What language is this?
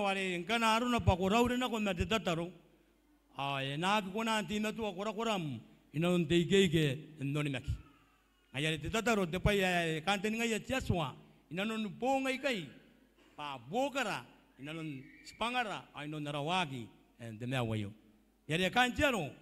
Gilbertese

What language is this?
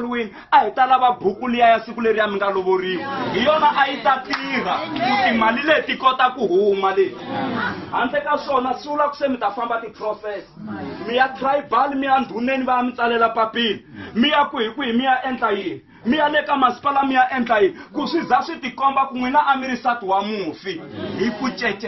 Tsonga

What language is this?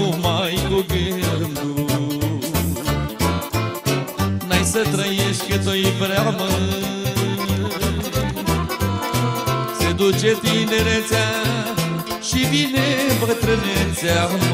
Romanian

